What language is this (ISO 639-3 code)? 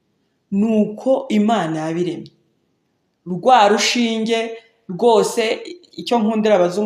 kin